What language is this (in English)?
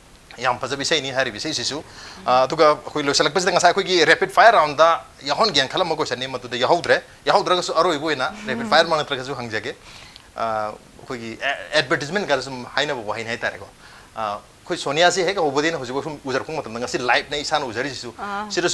Manipuri